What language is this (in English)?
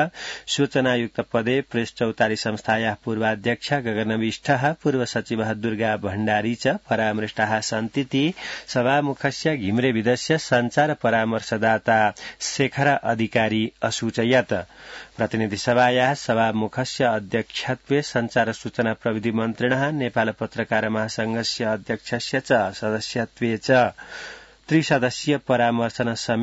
Sanskrit